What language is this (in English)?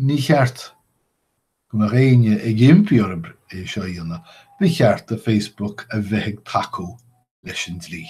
Irish